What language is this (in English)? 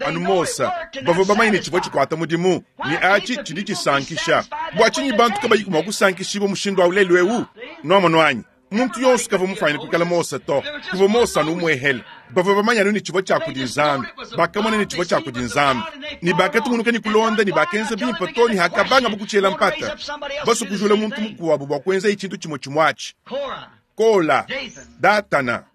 Luba-Lulua